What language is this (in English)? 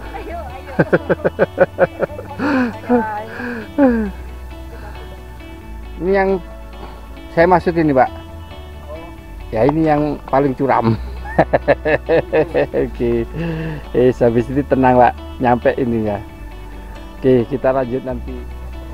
Indonesian